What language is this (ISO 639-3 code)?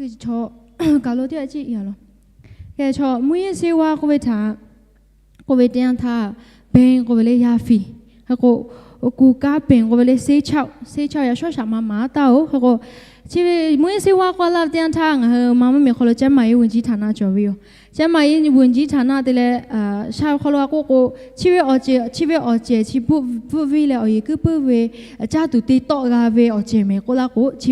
lhu